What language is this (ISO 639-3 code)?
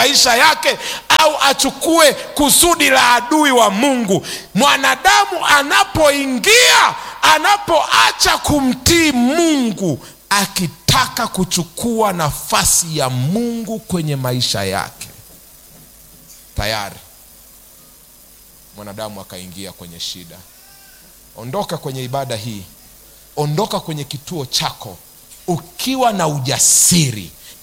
swa